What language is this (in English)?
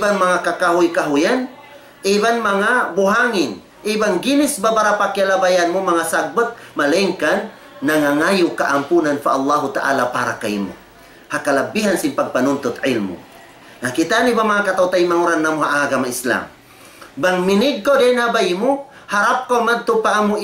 Tausug